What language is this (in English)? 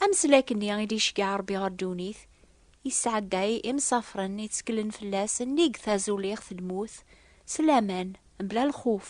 Kabyle